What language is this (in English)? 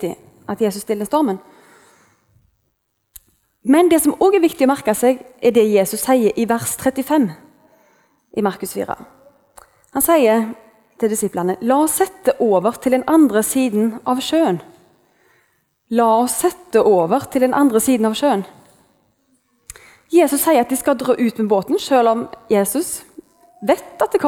Norwegian